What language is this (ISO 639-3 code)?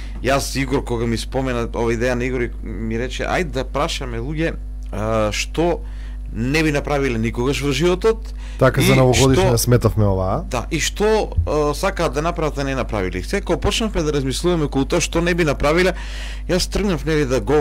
mkd